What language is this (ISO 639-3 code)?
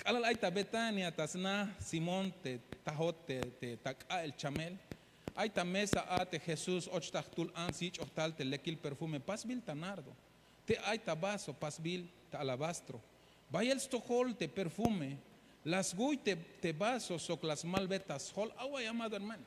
tzh